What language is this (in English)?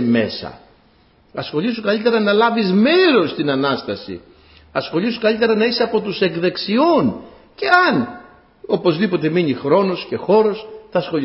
Greek